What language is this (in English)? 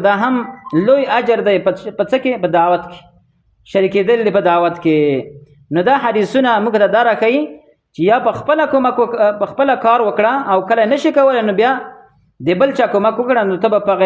Pashto